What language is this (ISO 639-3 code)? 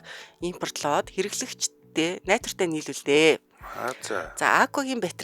mon